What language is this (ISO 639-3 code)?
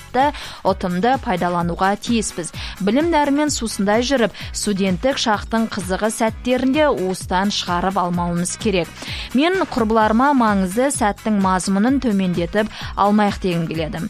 kaz